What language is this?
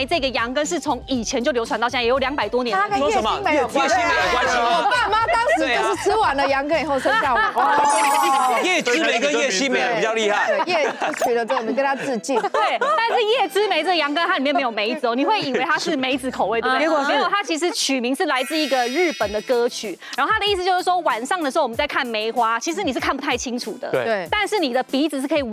Chinese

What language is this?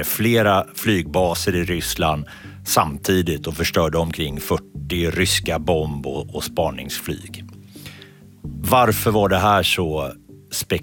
Swedish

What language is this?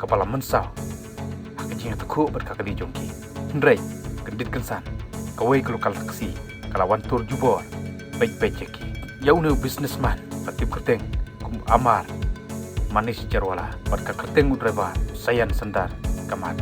Khasi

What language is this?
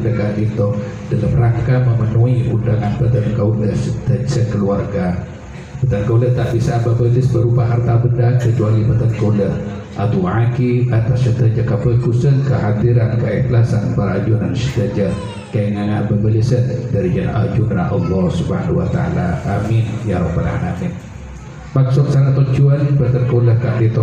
Madurese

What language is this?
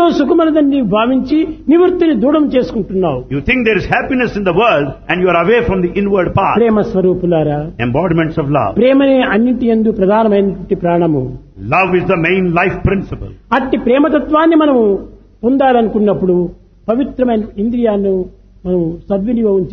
Telugu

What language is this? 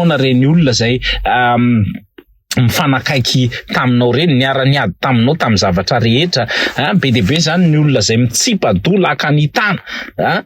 Malagasy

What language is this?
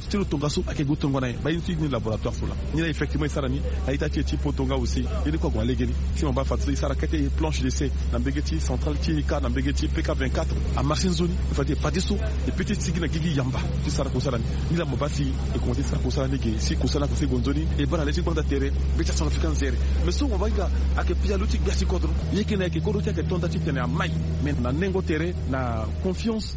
Sango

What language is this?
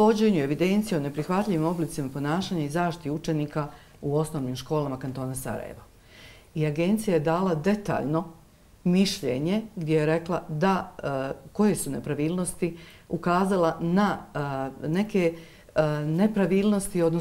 Bosnian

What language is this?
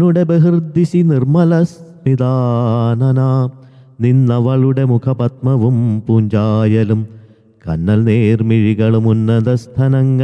Malayalam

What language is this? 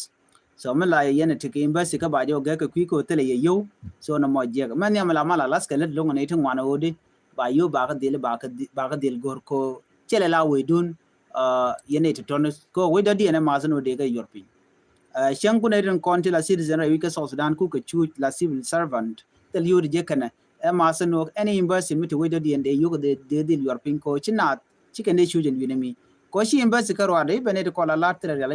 Nuer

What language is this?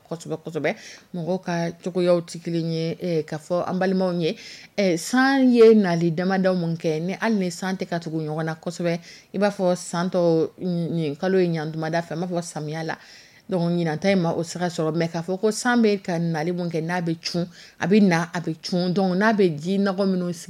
Dyula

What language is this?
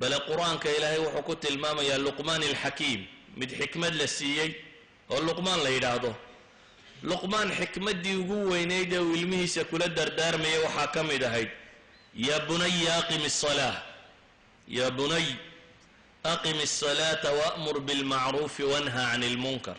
Somali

